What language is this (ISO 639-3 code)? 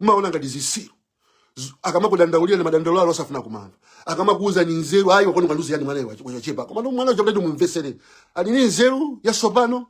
nya